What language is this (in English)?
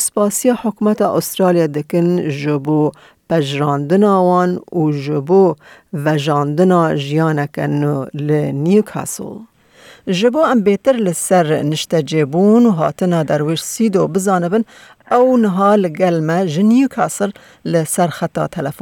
Kurdish